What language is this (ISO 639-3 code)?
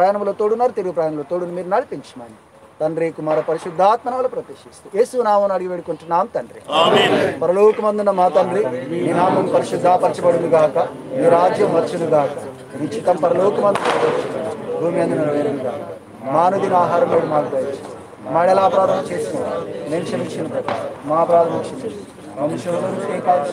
tel